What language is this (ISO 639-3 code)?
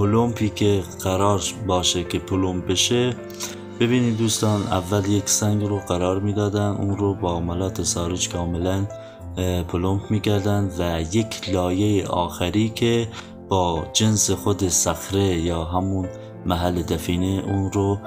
fas